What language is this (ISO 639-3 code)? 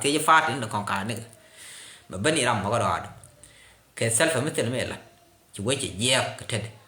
nus